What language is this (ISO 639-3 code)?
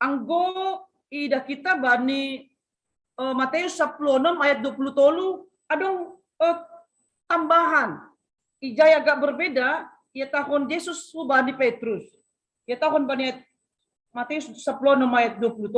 bts